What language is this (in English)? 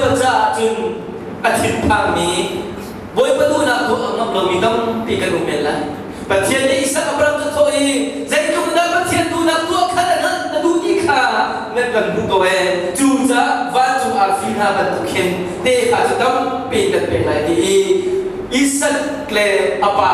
Hakha Chin